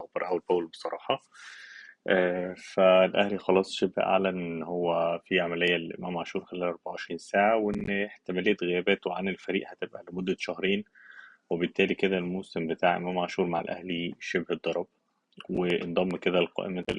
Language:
Egyptian Arabic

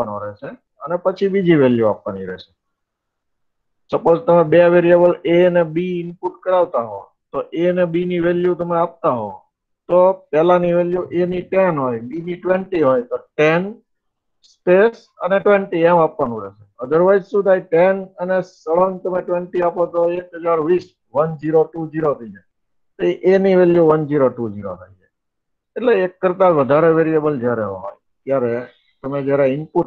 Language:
Gujarati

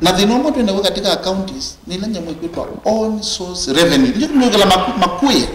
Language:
Kamba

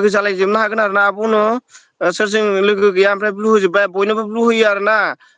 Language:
Bodo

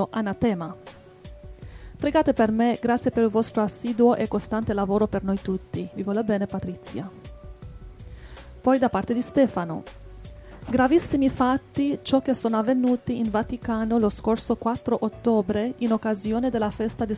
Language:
Italian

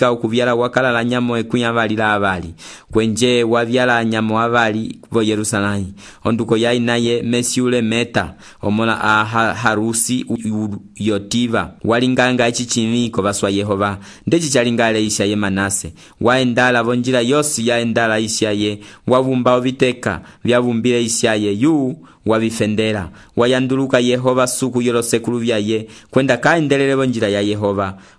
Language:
Umbundu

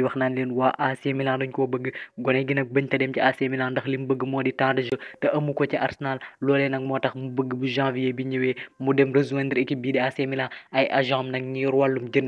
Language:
Wolof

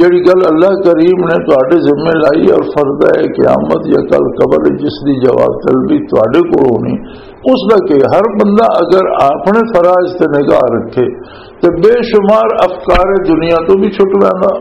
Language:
Western Panjabi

